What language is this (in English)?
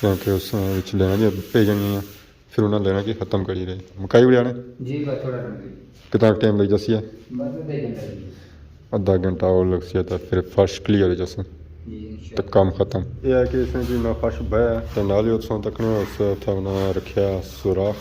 Pahari-Potwari